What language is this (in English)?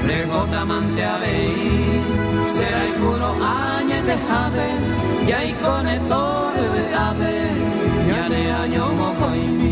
Guarani